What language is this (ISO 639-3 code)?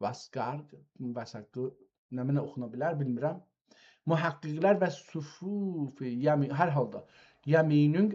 azb